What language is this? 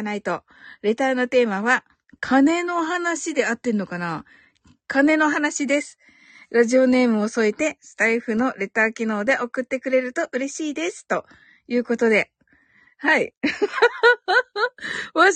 Japanese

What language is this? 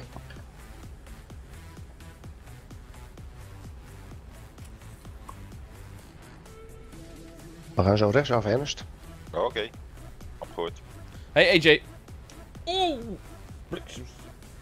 Dutch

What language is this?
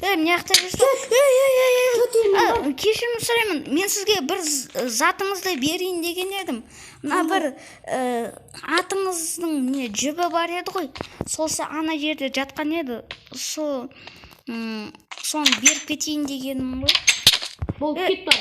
Kazakh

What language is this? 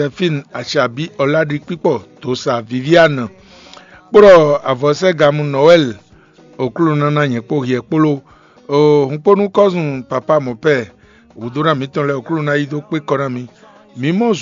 Fon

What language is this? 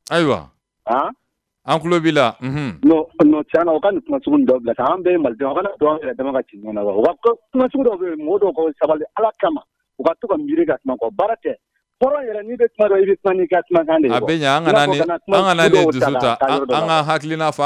Bambara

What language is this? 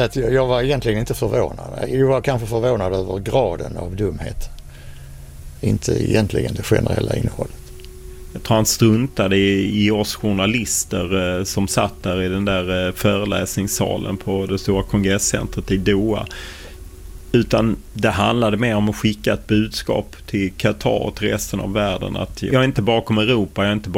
Swedish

